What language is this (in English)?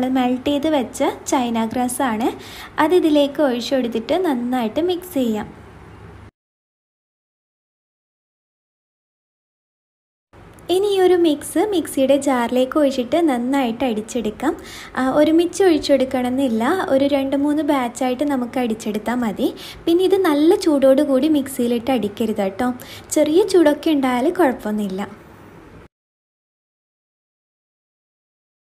Malayalam